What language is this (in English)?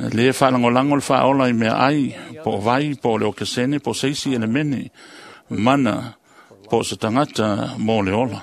Samoan